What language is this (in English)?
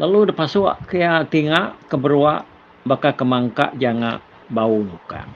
Iban